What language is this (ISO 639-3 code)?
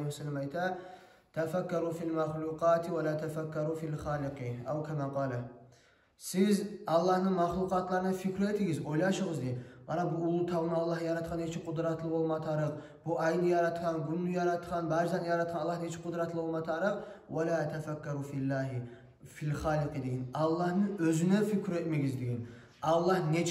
kum